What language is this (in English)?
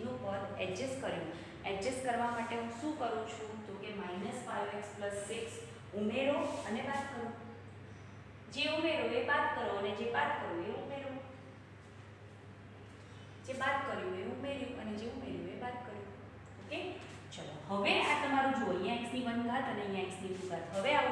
Gujarati